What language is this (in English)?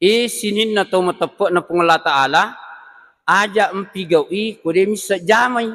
Buginese